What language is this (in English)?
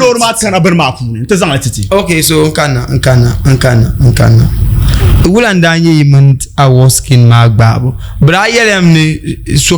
Dagbani